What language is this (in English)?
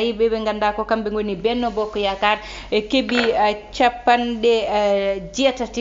Fula